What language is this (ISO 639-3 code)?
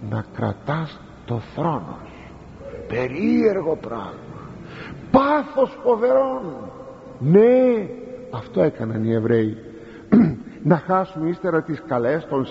ell